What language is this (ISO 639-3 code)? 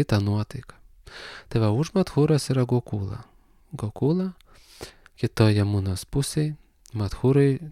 lit